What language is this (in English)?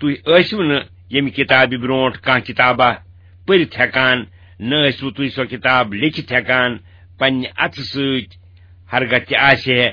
Kashmiri